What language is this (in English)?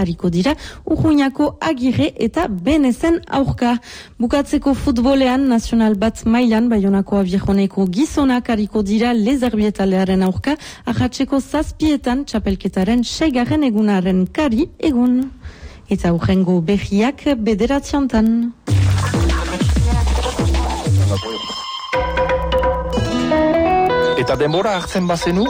Basque